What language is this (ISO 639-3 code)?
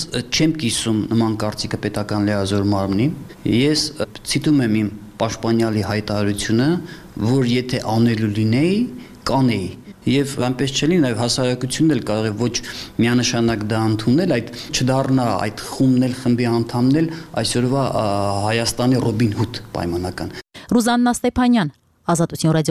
hye